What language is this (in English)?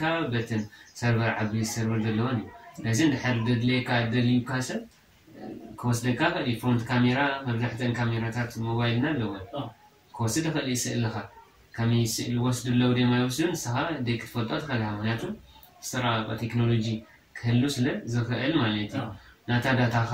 Tigrinya